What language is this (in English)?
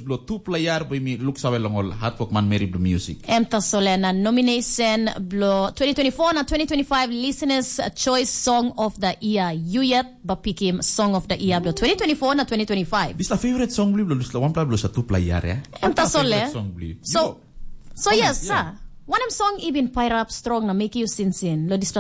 Tok Pisin